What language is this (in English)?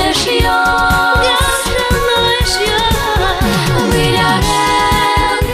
Udmurt